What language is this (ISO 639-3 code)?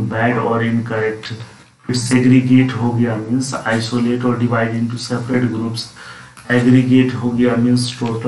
hin